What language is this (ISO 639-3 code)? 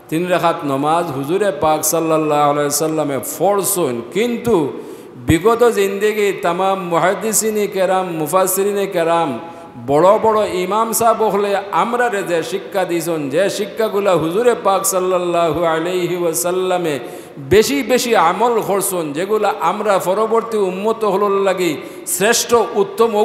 syl